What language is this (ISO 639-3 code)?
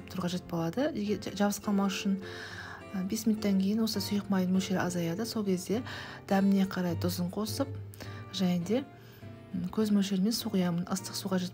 kaz